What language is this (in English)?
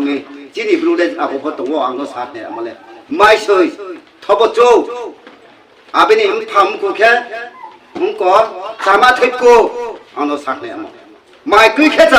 Riang (India)